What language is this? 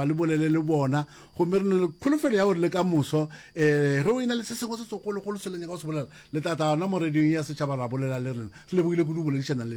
Northern Sotho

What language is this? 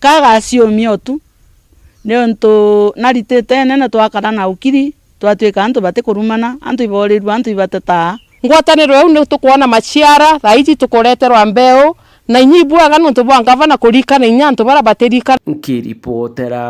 Meru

